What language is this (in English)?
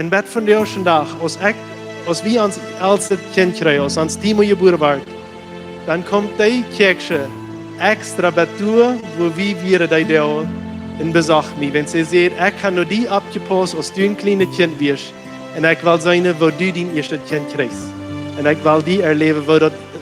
Plautdietsch